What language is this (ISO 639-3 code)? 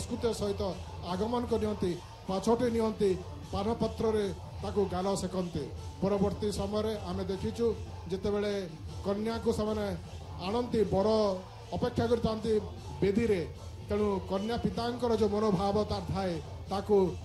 ori